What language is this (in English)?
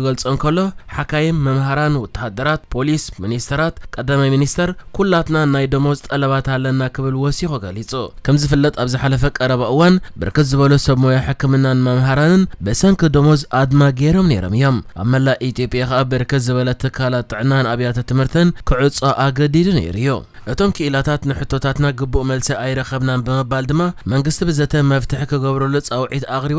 Tigrinya